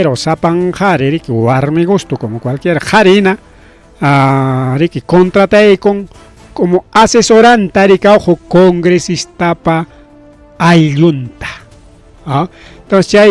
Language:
Ayacucho Quechua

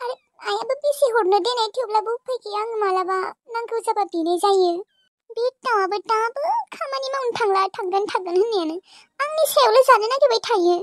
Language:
Bodo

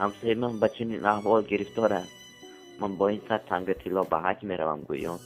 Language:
Tajik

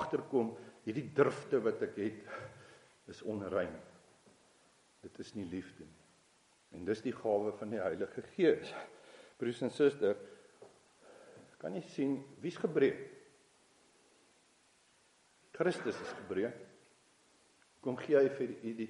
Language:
Afrikaans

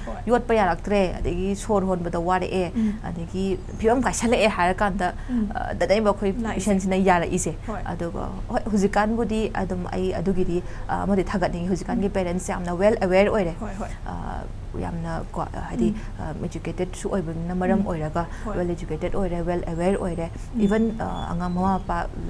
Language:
Manipuri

